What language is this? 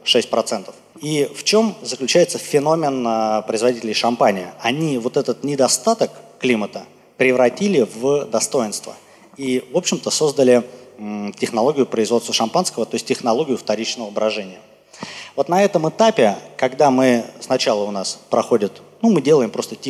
Russian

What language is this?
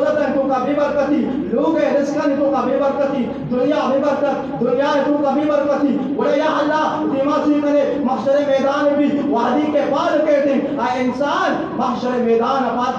Baluchi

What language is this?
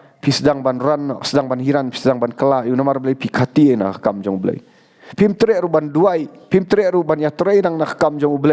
Khasi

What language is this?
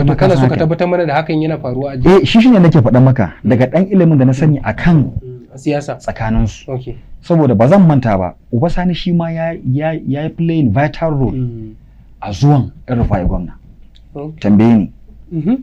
Hausa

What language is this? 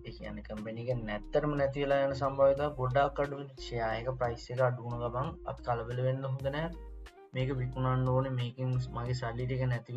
Sinhala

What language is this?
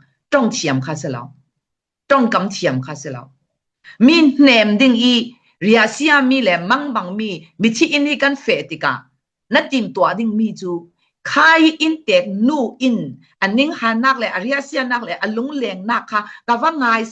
Falam Chin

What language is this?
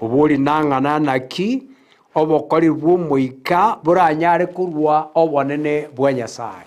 Gusii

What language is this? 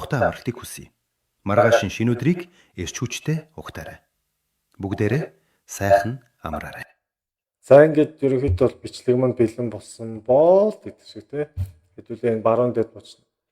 Mongolian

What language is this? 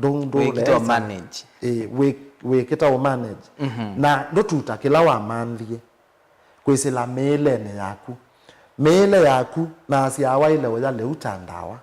Kamba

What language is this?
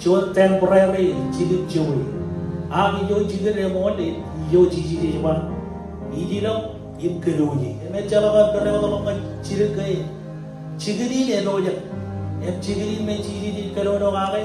Marshallese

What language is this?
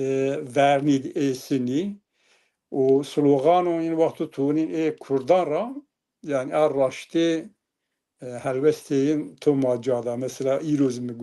Zaza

